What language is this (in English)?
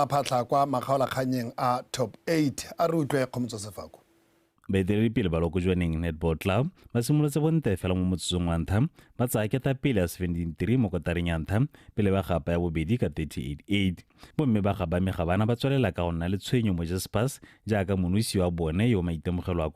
Tswana